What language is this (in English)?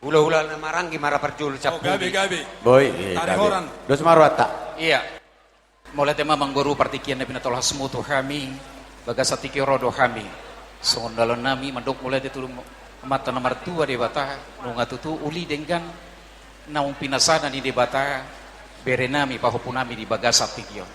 Batak Toba